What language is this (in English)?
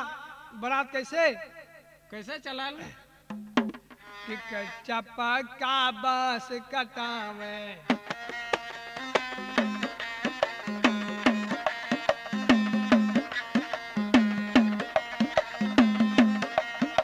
Bhojpuri